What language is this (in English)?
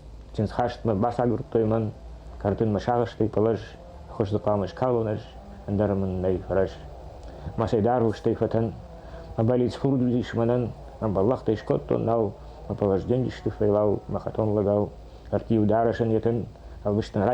Ossetic